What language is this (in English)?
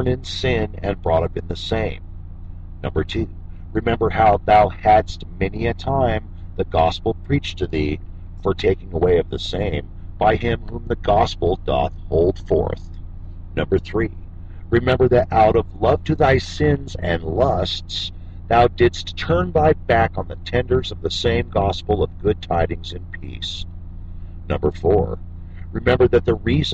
English